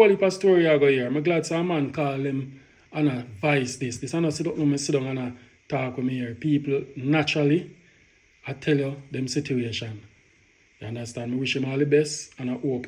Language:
Jamaican Creole English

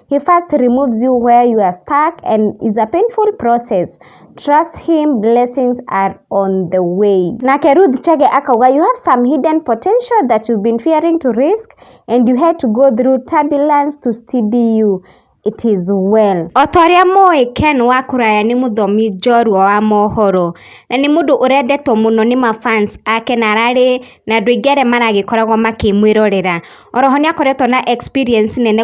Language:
Kikuyu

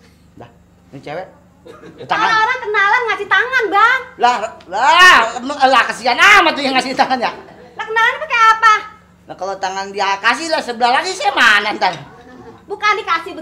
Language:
Betawi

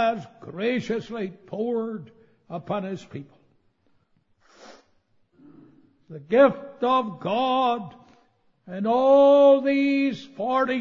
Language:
English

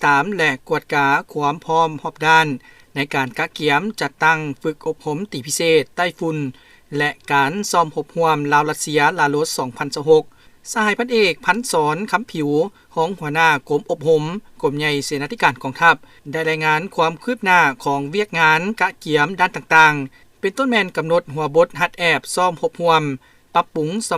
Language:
Lao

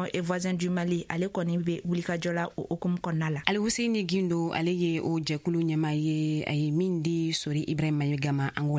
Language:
Bambara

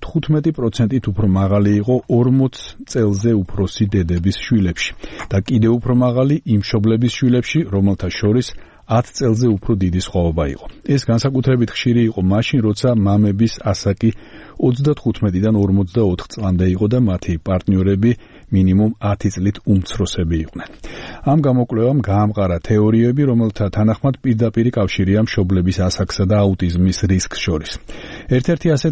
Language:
Georgian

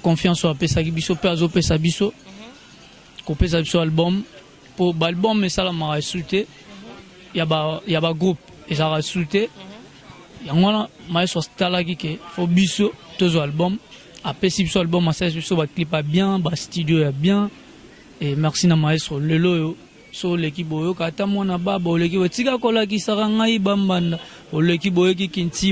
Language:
Lingala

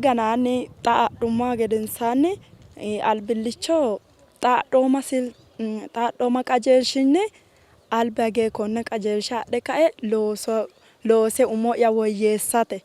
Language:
Sidamo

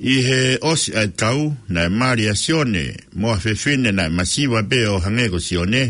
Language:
Tongan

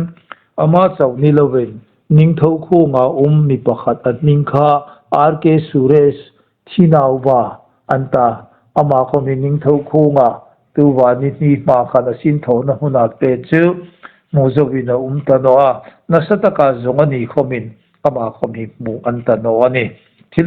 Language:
Hmar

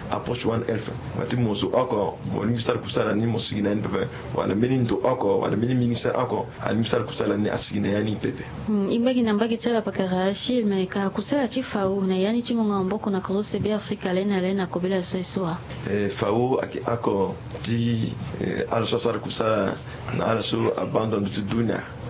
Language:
Sango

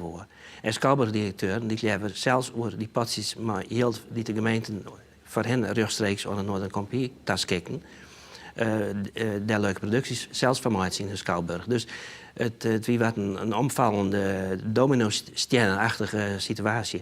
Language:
Western Frisian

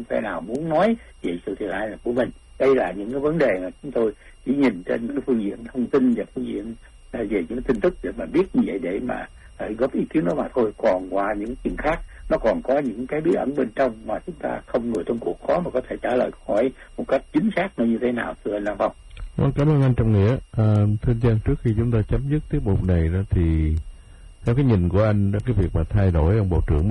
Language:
Vietnamese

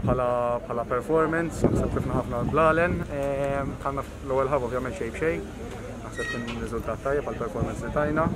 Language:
Maltese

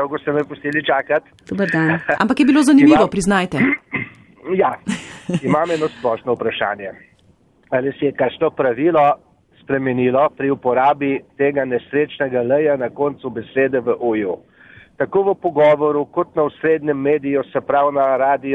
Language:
Slovenian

